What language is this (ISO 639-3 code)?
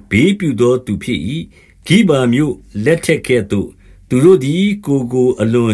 mya